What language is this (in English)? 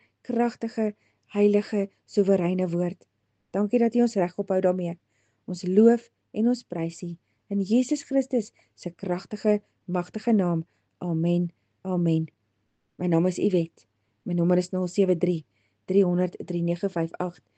Afrikaans